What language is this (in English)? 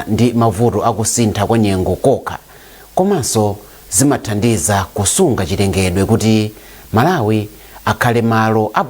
Nyanja